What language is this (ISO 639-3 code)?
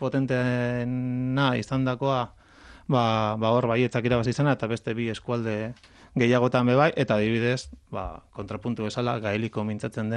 eus